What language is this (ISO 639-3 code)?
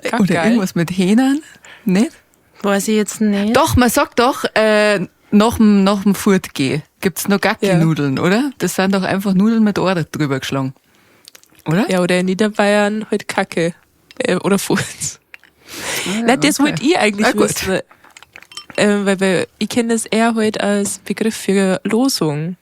bar